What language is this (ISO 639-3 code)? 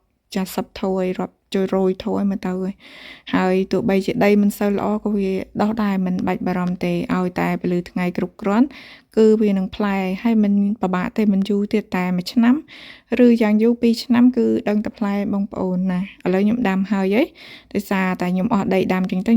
khm